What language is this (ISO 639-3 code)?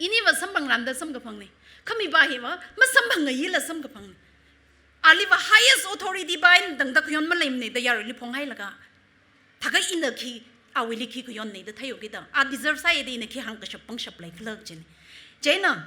nmf